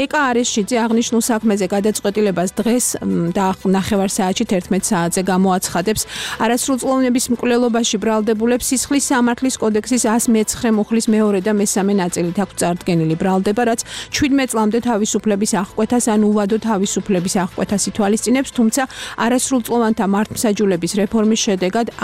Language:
Georgian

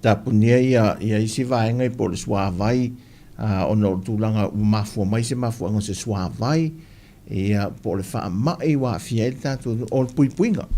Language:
Samoan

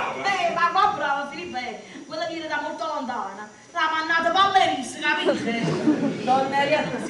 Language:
Neapolitan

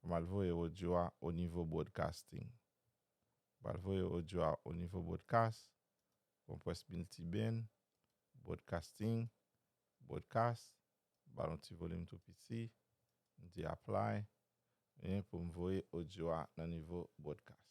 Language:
Haitian Creole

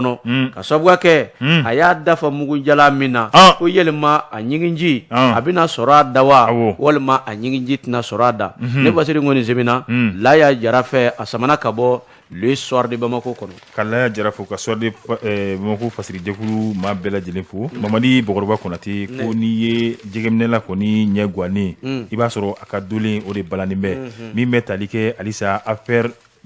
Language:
Bambara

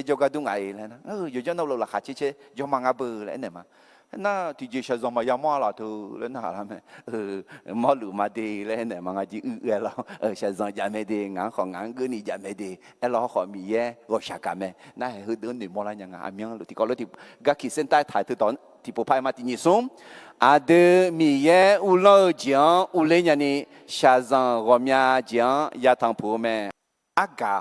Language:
Akha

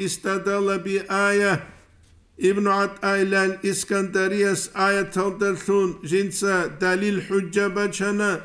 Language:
Avaric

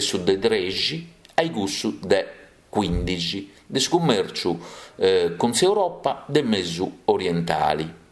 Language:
Sardinian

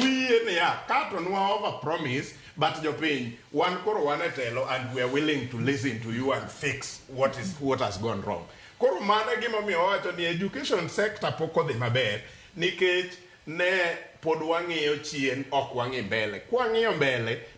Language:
Luo (Kenya and Tanzania)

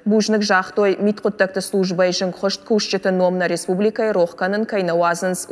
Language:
Ossetic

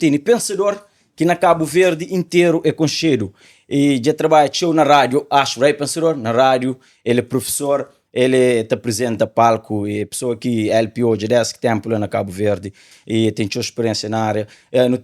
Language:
Kabuverdianu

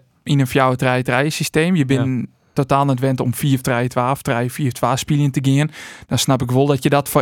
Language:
Western Frisian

